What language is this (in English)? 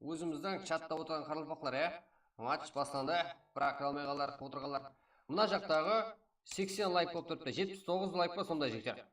Kara-Kalpak